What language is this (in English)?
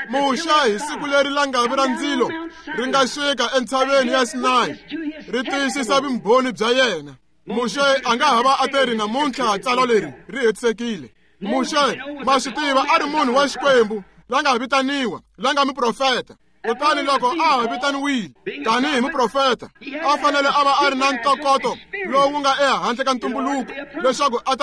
Tsonga